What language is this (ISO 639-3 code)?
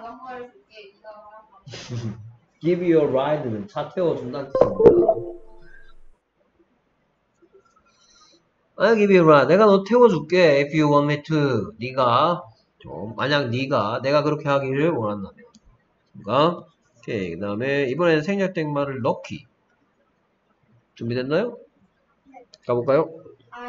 kor